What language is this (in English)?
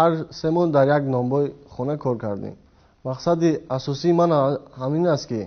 Tajik